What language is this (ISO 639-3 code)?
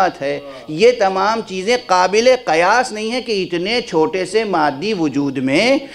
urd